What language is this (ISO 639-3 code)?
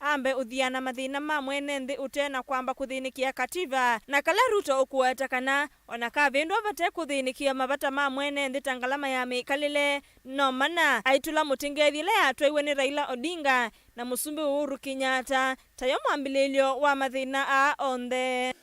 kam